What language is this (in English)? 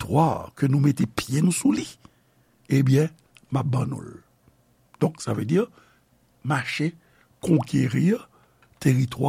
Haitian Creole